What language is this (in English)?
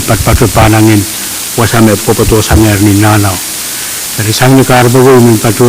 Pohnpeian